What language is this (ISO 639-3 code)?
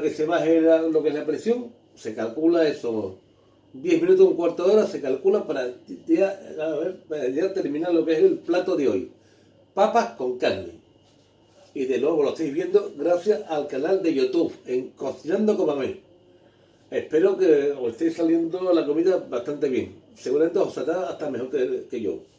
spa